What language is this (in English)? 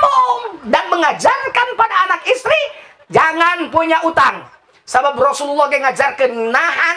Sundanese